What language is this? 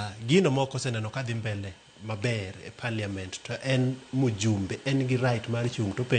Luo (Kenya and Tanzania)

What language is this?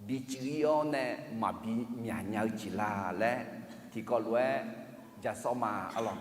Akha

